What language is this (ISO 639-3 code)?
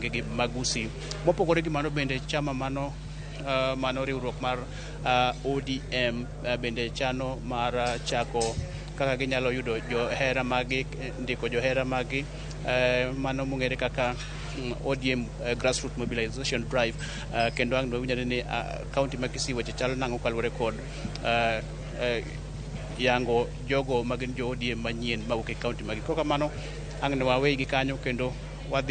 luo